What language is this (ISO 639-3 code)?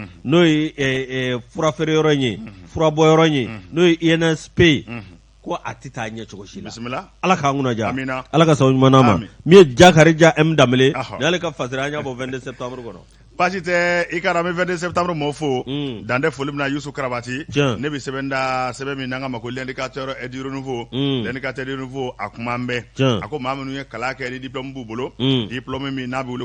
bam